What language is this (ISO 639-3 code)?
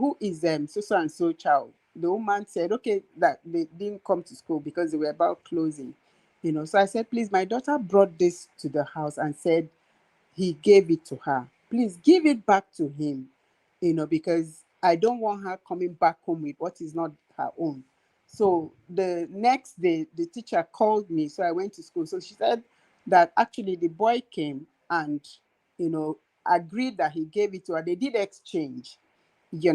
pcm